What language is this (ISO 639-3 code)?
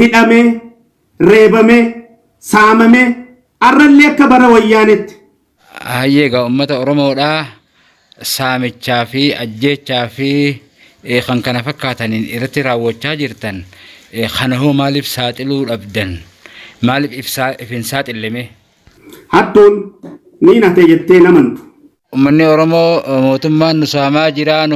orm